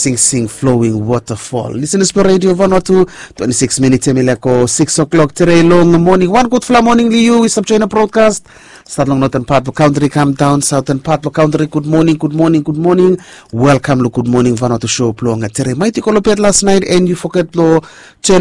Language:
Bislama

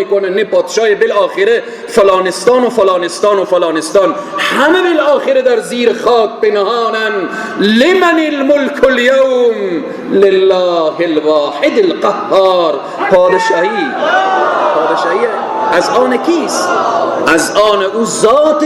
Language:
Persian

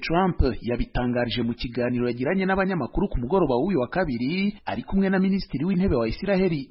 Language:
Kinyarwanda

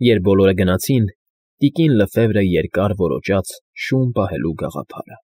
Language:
Armenian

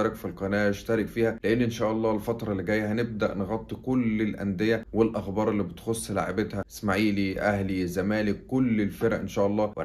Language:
Egyptian Arabic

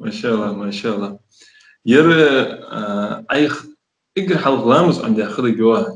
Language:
Ingush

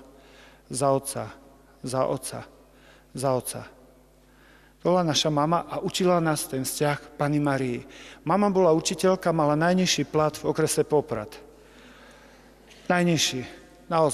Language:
Slovak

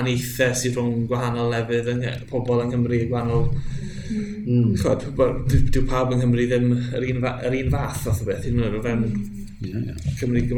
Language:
Welsh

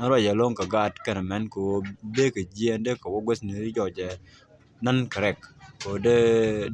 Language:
Nuer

